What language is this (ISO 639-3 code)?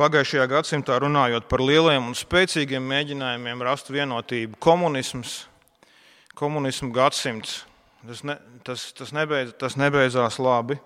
lav